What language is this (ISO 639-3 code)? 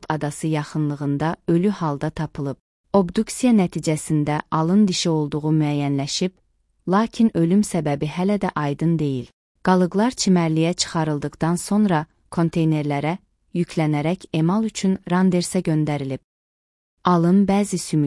aze